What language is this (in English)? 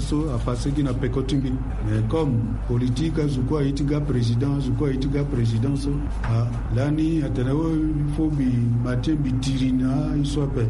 Sango